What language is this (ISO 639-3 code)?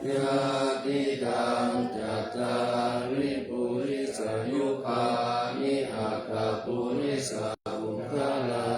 pli